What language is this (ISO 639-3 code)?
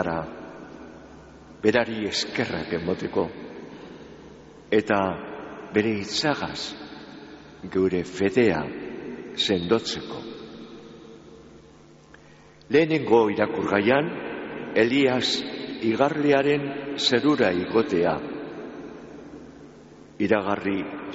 eus